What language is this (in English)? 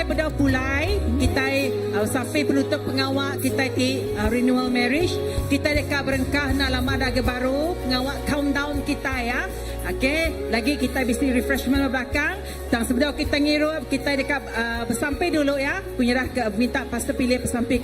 Iban